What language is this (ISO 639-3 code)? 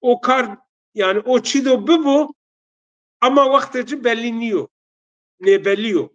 zza